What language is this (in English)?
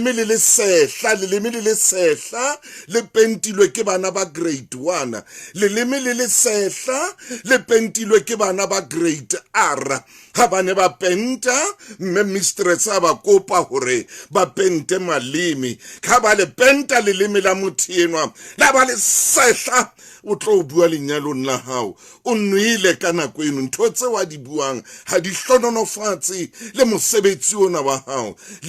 Southern Sotho